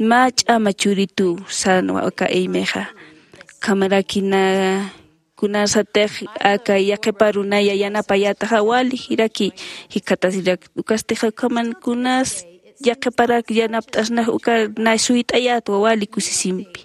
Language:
Aymara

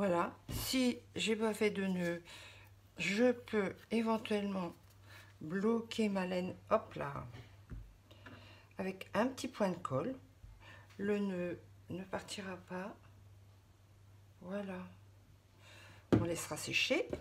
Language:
French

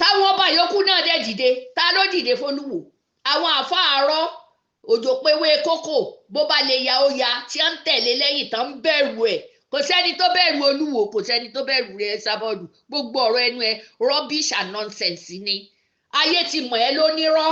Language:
Yoruba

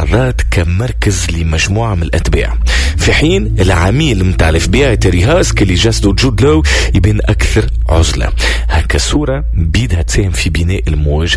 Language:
Tunisian Arabic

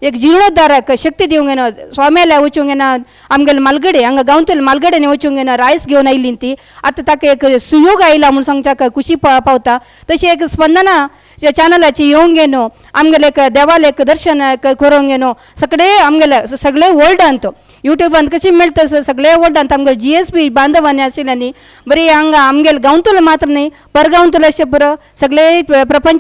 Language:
Konkani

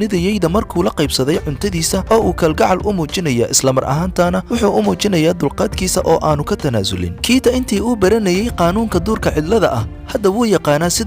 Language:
Somali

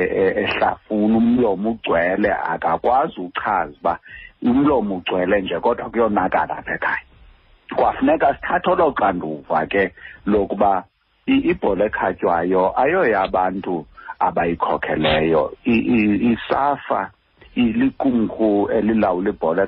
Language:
Xhosa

